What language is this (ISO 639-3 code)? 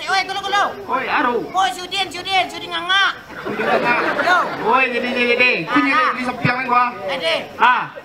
min